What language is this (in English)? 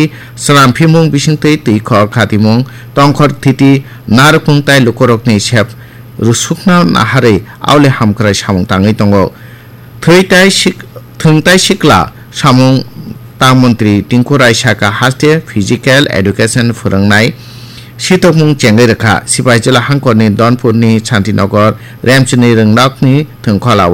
Kok Borok